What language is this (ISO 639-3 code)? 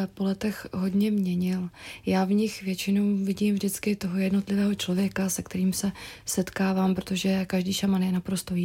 ces